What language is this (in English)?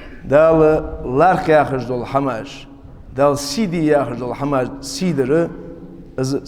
Ingush